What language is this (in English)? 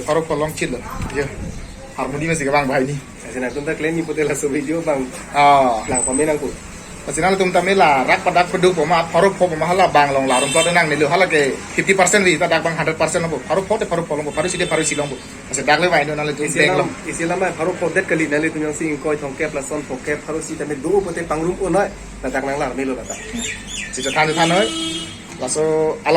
Karbi